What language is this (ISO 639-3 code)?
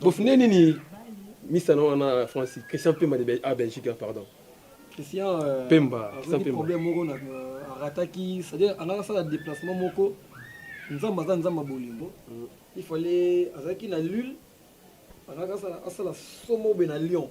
lin